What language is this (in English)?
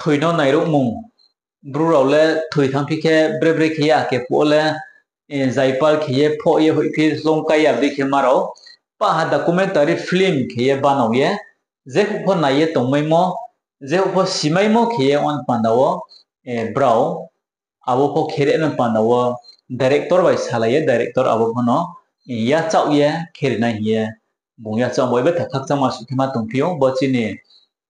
Riang (India)